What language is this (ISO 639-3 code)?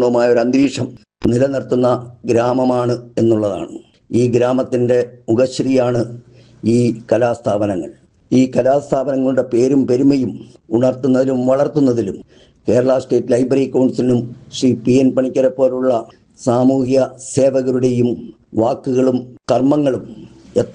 mal